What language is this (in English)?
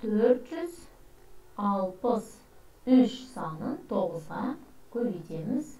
Kazakh